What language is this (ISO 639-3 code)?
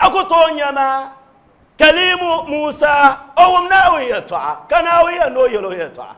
dag